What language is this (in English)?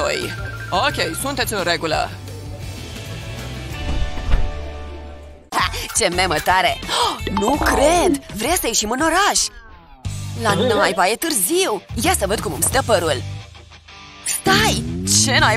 Romanian